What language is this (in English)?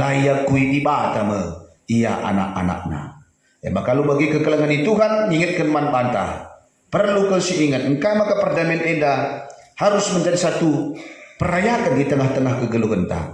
Batak Karo